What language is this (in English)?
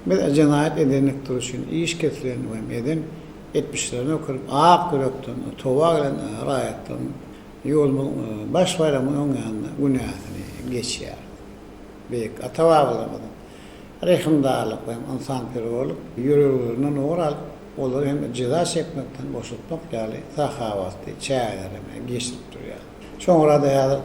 Turkmen